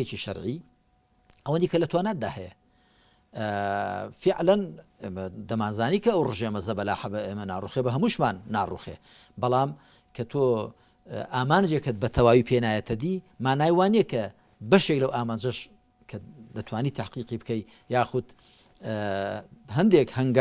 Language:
Central Kurdish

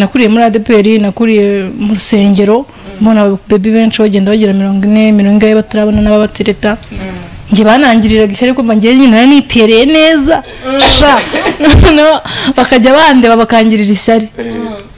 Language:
Kinyarwanda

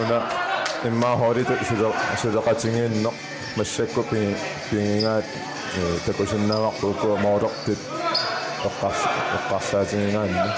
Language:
Kalaallisut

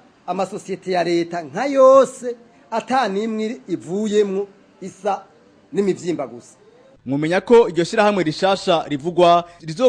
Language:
Rundi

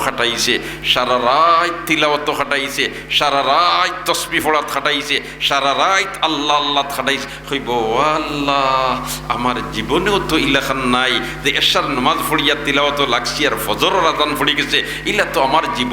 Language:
Sylheti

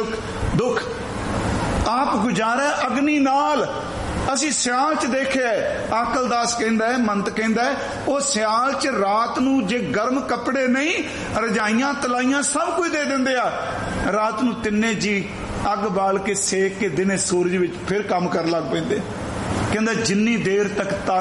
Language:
Punjabi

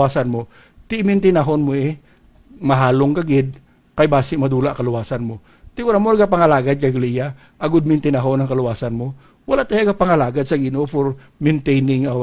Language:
Hiligaynon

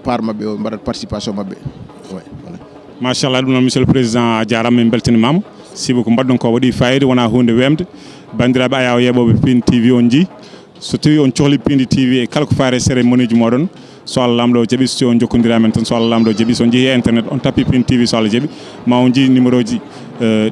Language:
Fula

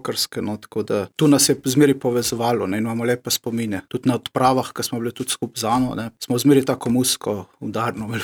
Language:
Slovenian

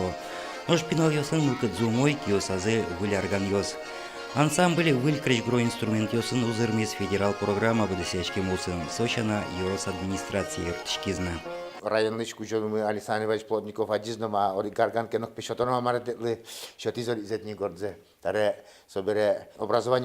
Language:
Udmurt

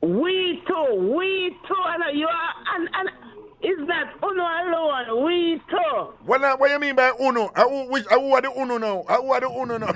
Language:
Jamaican Creole English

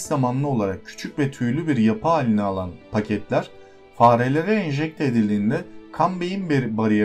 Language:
Turkish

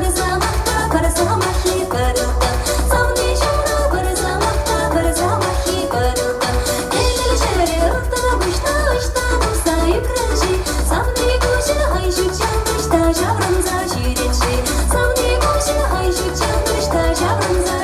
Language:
Chuvash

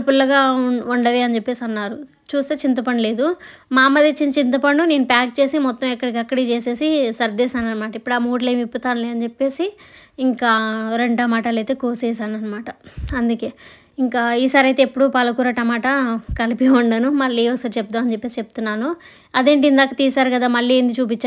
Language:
Telugu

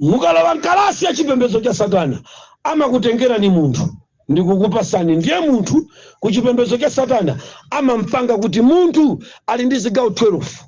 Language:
Nyanja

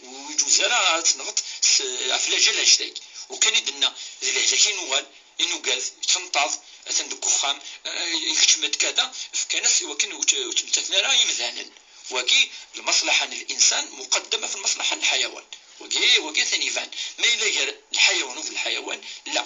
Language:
Kabyle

